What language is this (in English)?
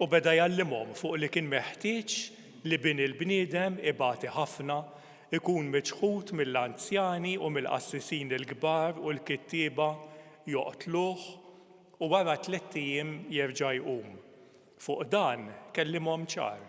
Maltese